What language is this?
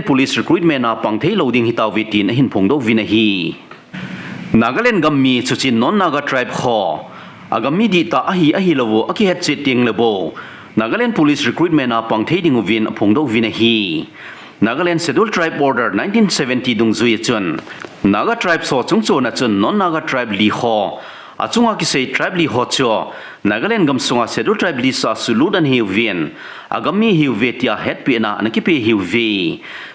Thado Chin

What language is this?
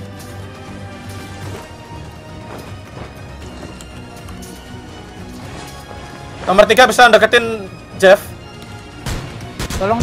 Indonesian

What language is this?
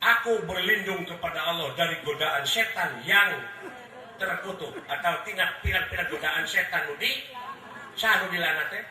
Sundanese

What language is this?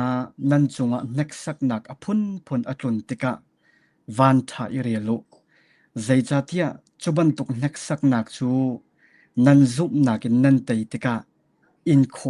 Hakha Chin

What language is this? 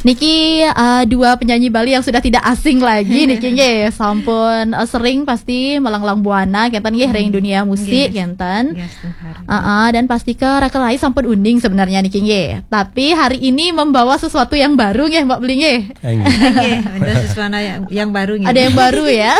Balinese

